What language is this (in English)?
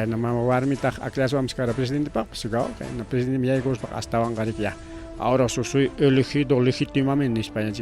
Ayacucho Quechua